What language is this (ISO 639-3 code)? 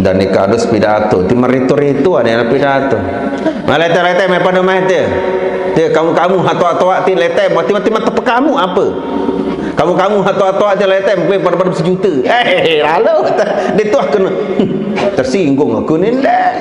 sas